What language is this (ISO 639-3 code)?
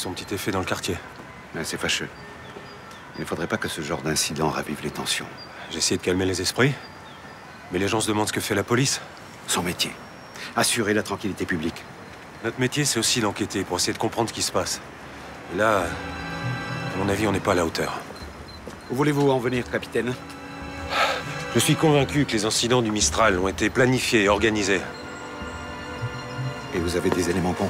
fra